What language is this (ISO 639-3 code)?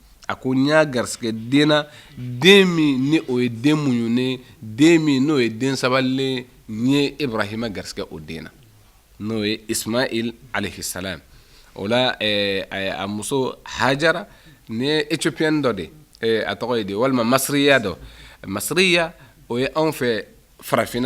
bam